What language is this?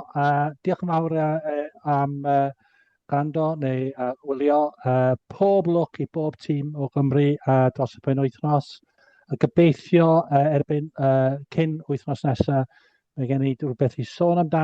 Welsh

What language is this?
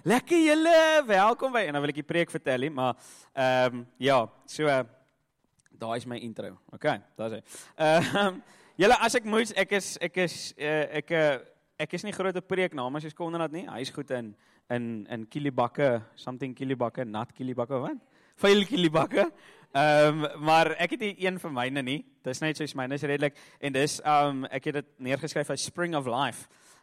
Afrikaans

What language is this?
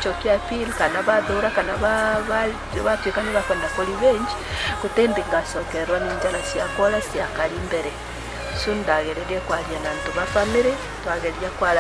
Meru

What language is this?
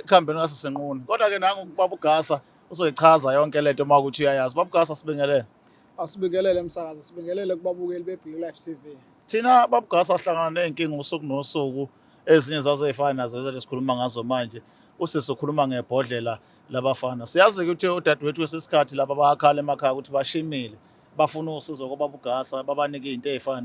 Zulu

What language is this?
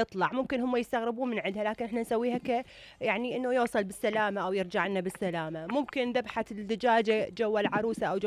Mesopotamian Arabic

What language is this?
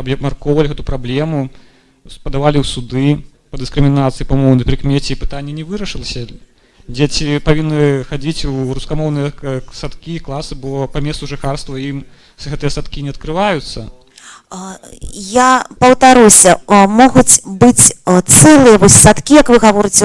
Belarusian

